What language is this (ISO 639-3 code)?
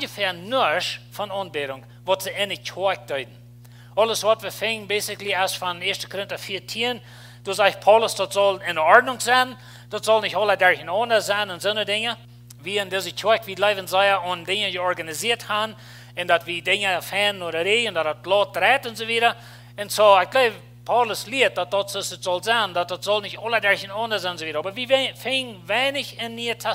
pdt